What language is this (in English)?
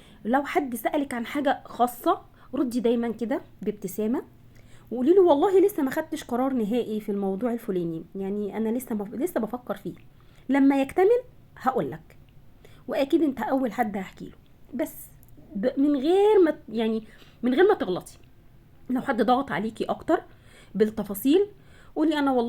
Egyptian Arabic